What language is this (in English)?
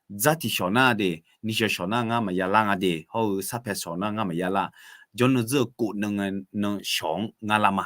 Akha